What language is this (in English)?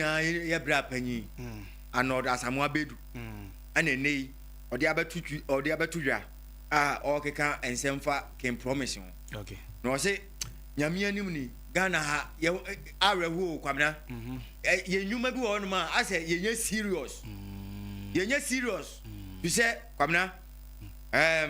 Akan